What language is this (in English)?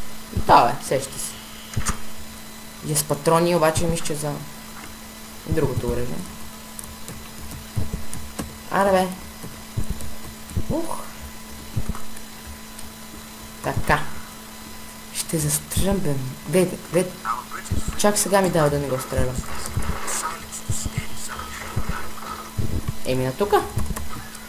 Bulgarian